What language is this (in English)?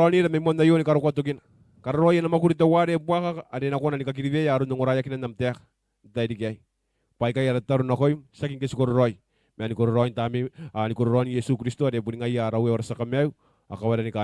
Gilbertese